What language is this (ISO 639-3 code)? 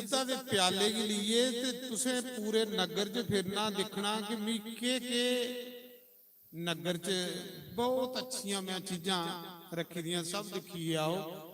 doi